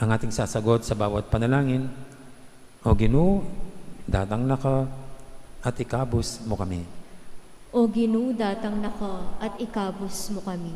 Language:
Pampanga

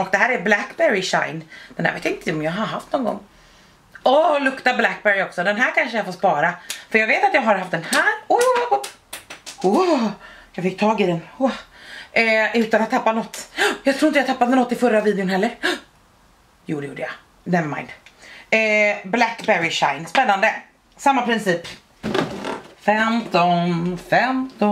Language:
Swedish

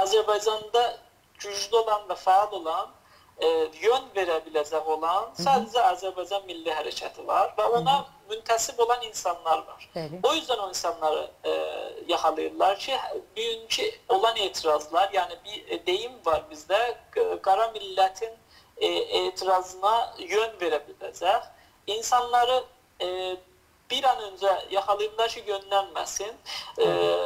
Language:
South Azerbaijani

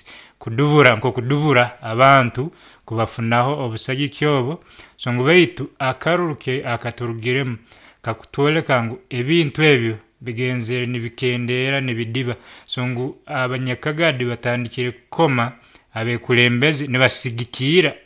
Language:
Nyoro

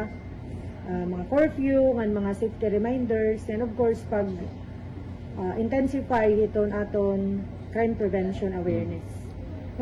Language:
Waray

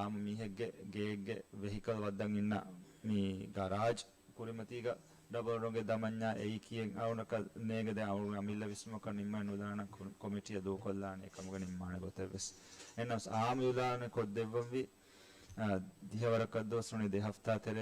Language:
Divehi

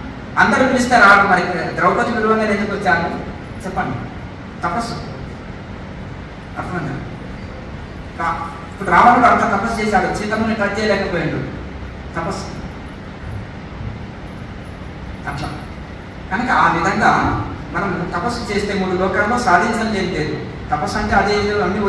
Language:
Telugu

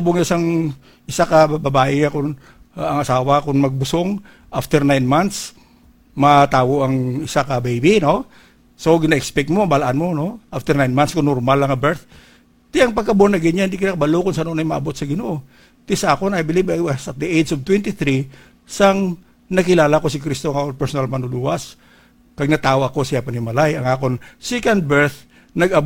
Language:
Hiligaynon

